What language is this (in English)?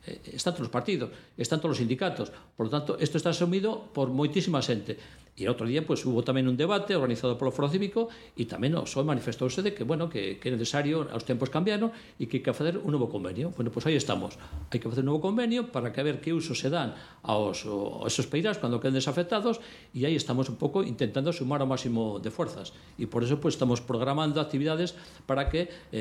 Galician